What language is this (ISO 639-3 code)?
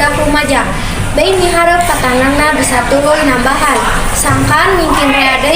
sun